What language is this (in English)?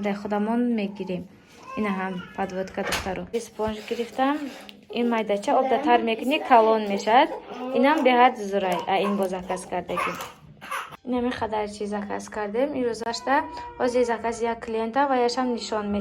Tajik